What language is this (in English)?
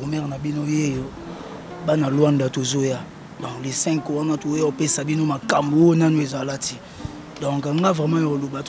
Lingala